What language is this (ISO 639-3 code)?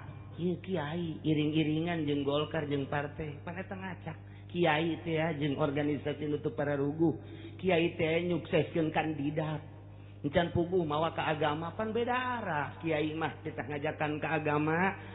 sun